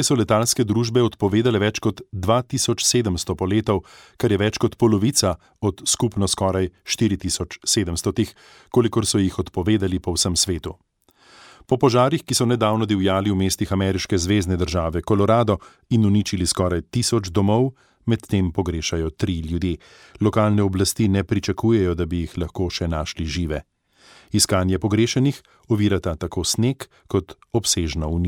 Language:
Slovenian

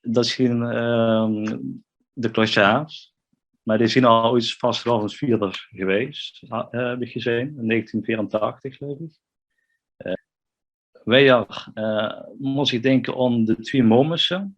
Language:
Limburgish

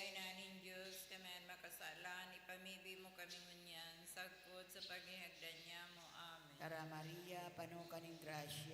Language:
Bikol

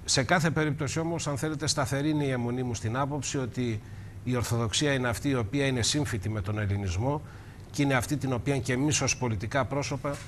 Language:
Greek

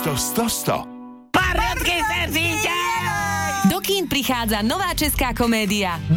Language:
Slovak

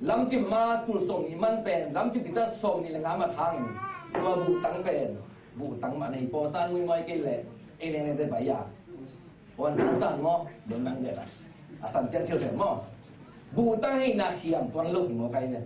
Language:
Tedim Chin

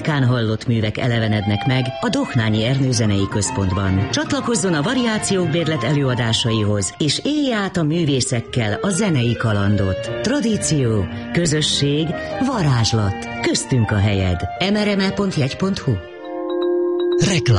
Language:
Hungarian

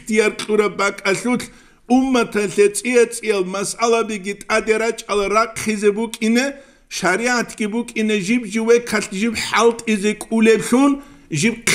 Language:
Avaric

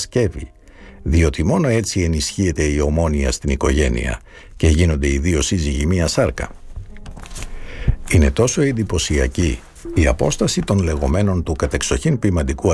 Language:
Greek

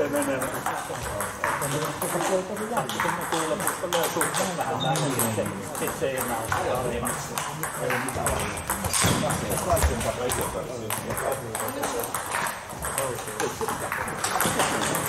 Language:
Finnish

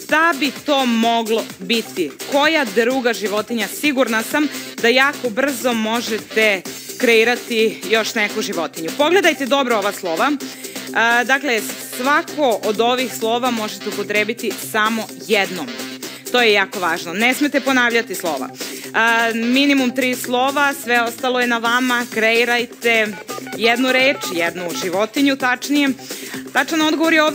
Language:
Serbian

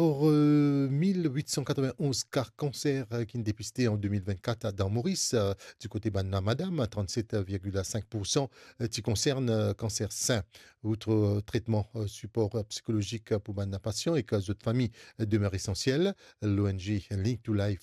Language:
Morisyen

